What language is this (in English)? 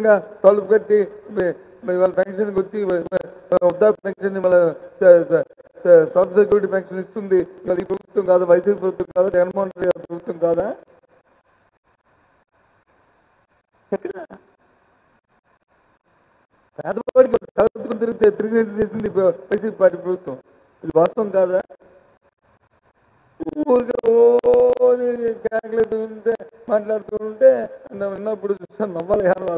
Telugu